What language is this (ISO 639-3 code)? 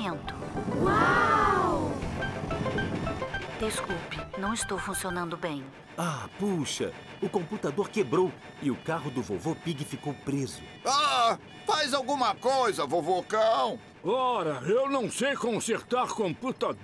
por